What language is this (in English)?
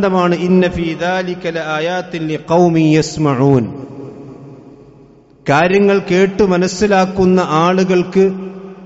Malayalam